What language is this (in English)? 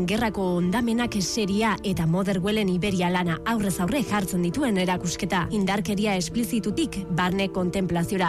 Basque